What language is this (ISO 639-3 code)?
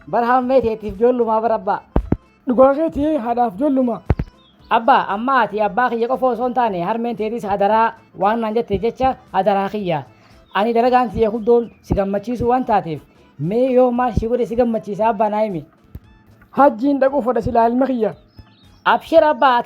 orm